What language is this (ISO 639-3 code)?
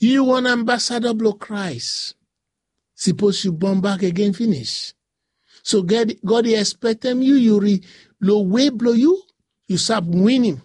bis